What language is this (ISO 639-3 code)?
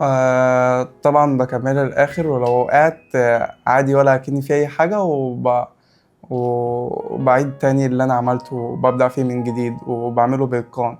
arz